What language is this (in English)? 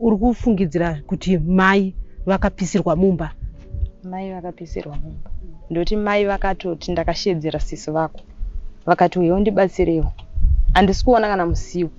Shona